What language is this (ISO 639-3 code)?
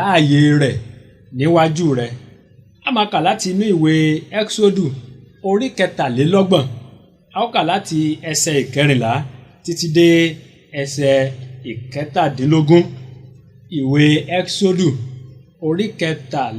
yor